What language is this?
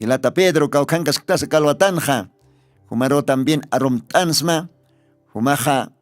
Aymara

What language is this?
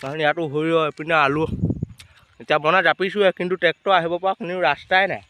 Assamese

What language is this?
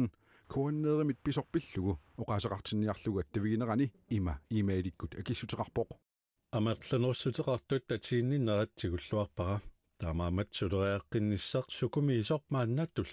Kalaallisut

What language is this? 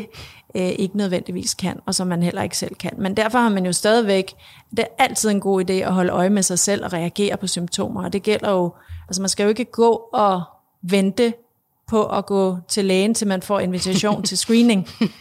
Danish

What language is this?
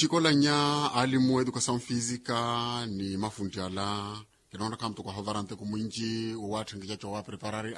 Makhuwa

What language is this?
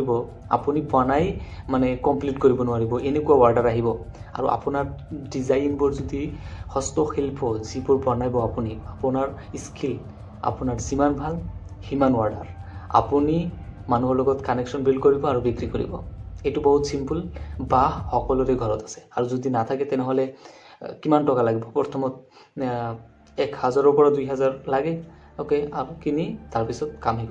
Assamese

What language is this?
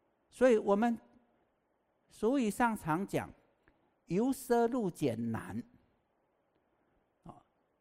Chinese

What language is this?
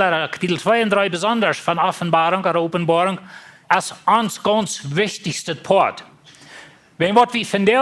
Plautdietsch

